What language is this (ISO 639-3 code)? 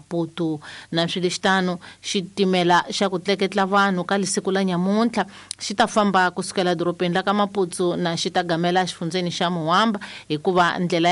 tso